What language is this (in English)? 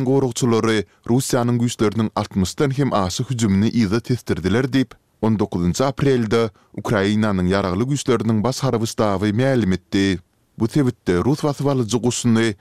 Turkmen